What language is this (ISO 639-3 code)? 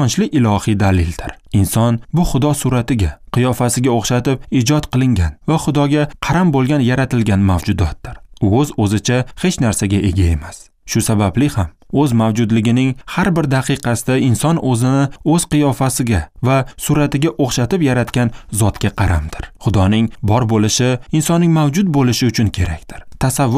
uzb